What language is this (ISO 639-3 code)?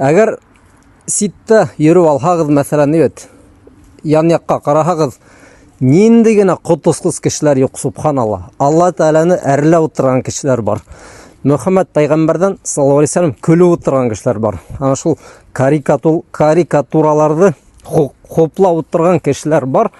bak